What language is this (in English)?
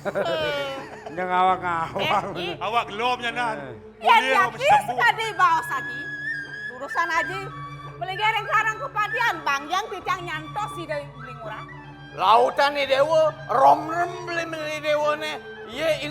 Balinese